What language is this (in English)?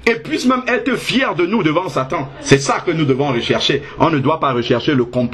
French